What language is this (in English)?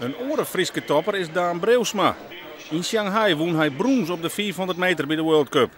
Western Frisian